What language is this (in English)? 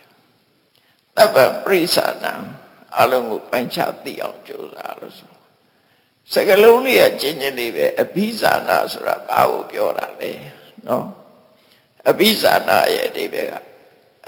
Burmese